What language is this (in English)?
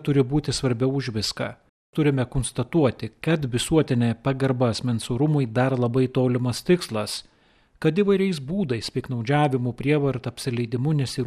Lithuanian